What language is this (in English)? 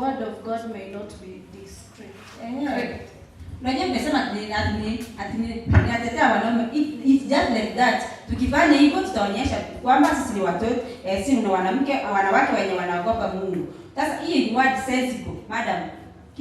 Gusii